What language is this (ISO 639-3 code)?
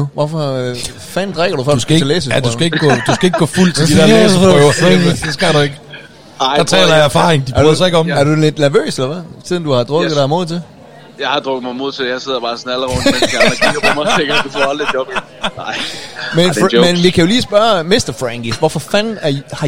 dan